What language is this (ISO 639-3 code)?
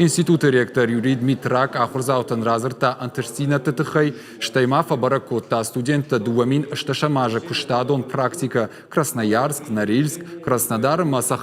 oss